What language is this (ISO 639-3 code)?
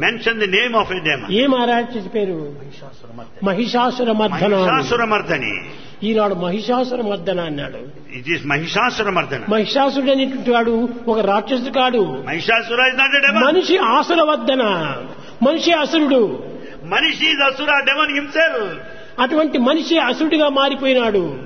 tel